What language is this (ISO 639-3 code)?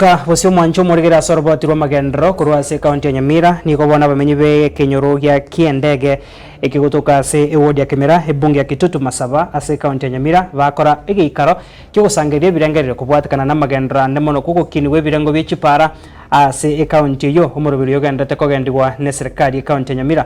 guz